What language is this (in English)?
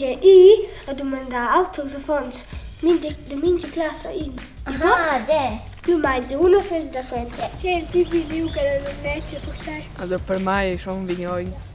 Romansh